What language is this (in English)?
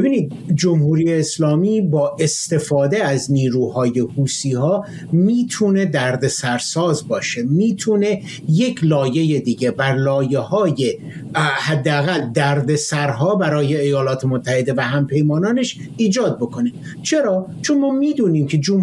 Persian